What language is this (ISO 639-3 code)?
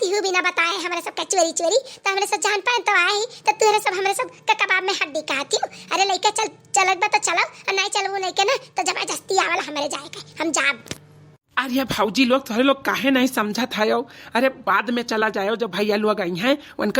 awa